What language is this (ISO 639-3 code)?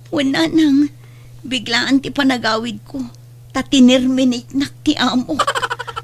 ilo